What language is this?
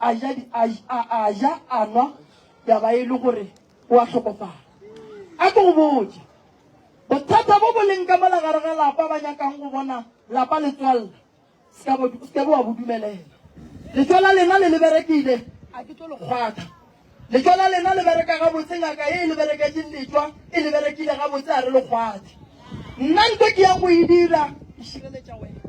Northern Sotho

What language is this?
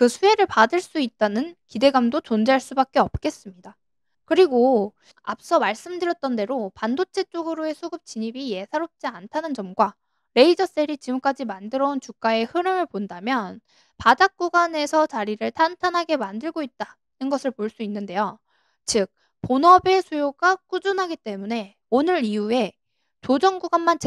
Korean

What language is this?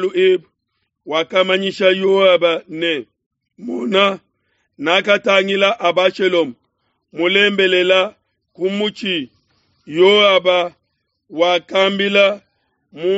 Luba-Lulua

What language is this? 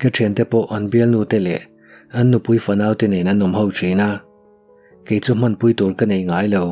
Mizo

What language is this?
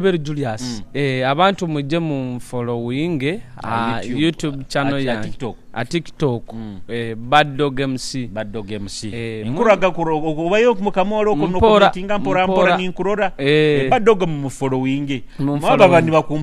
Nyoro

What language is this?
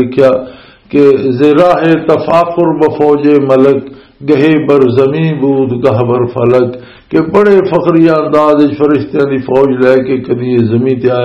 Western Panjabi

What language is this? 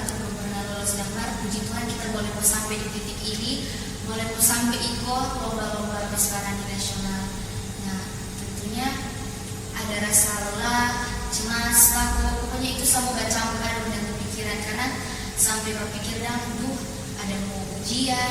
Manado Malay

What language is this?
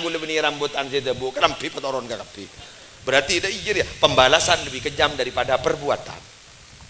Madurese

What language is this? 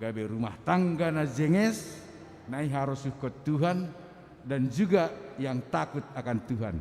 Batak Simalungun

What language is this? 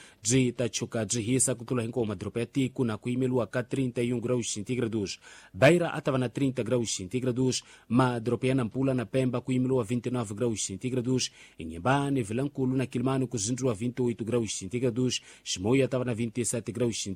Tsonga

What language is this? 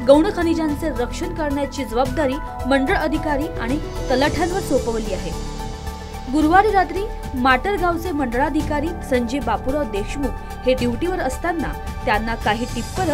Marathi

